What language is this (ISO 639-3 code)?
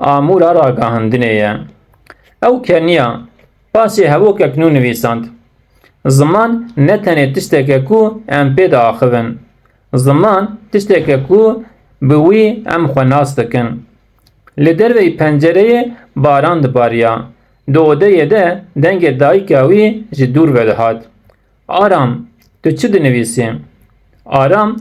kur